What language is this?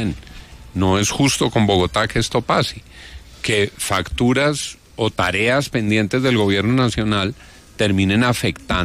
Spanish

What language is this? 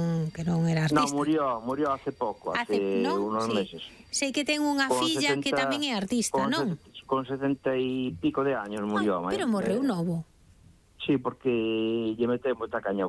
Galician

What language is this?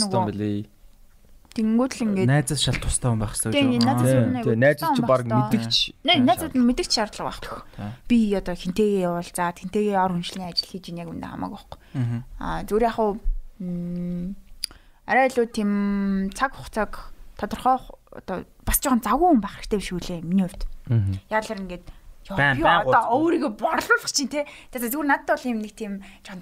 Mongolian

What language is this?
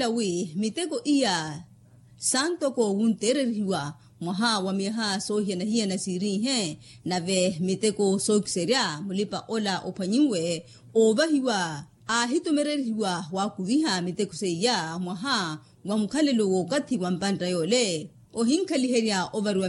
Makhuwa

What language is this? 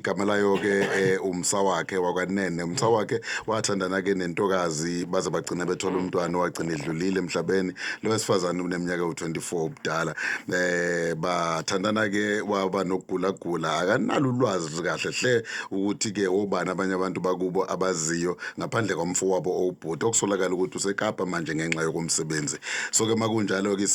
Zulu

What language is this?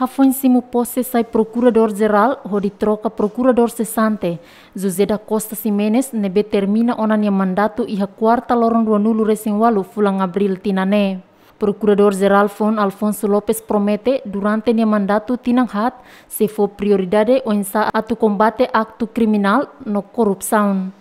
Tetum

